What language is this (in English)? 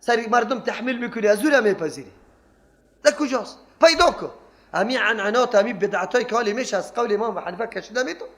Persian